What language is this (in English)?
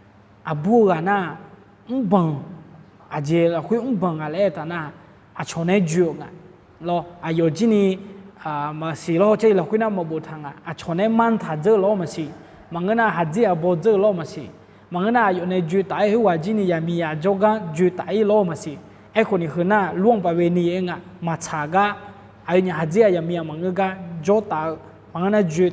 Akha